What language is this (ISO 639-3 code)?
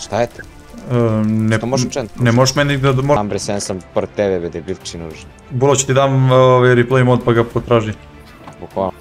srp